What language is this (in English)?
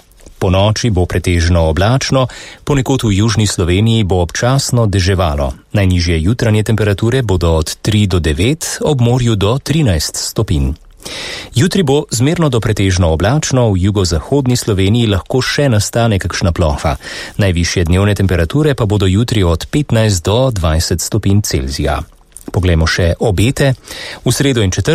Slovenian